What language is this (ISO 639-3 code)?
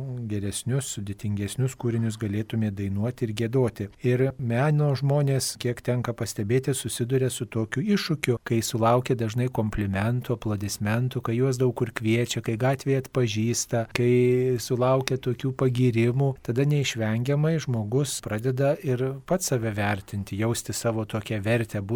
lit